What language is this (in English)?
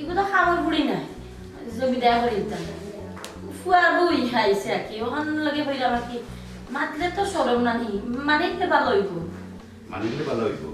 Sylheti